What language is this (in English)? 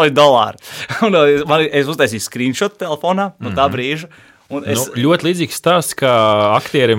Latvian